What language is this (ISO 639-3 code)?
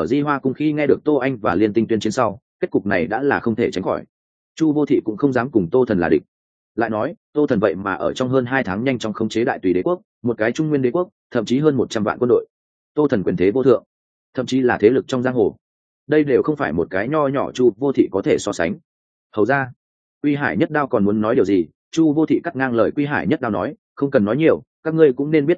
vie